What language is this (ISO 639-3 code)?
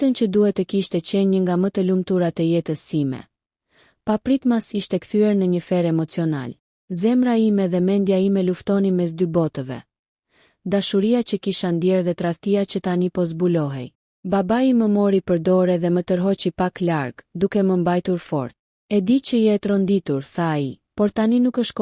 sqi